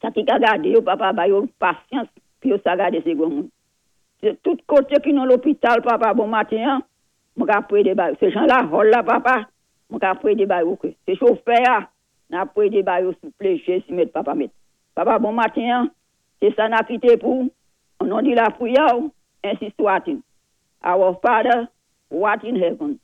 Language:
Saint Lucian Creole French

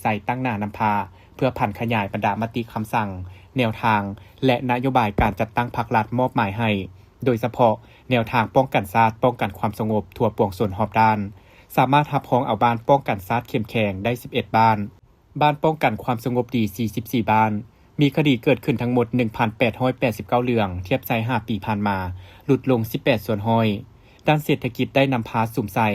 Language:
Lao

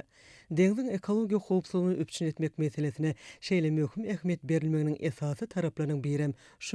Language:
Turkmen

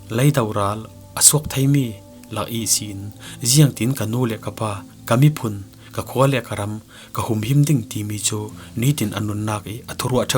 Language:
Falam Chin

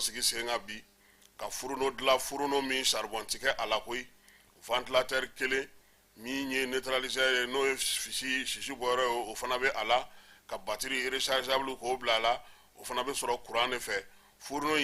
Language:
Bambara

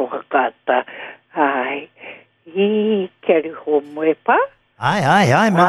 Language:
Māori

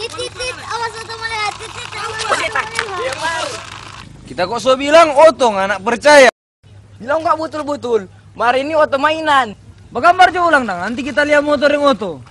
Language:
Manado Malay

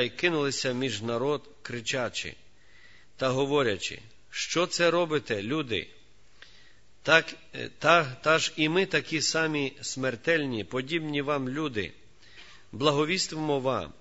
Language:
Ukrainian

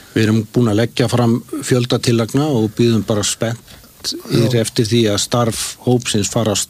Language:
Icelandic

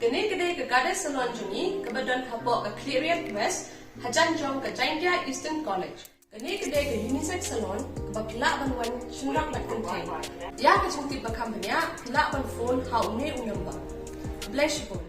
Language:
Khasi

